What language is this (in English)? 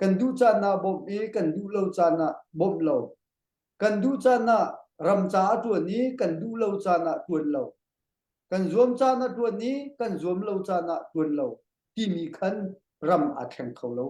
Hakha Chin